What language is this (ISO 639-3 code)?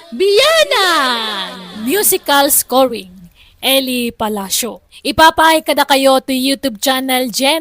ilo